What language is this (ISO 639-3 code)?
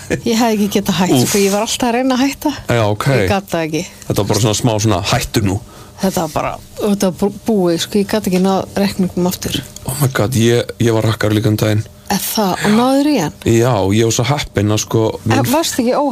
isl